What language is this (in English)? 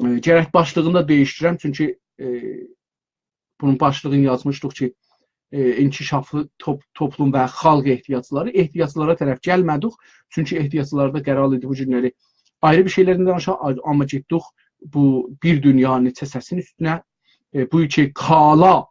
South Azerbaijani